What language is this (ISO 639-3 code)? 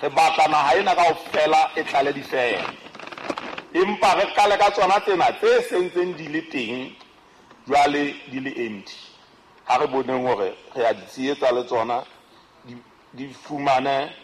sot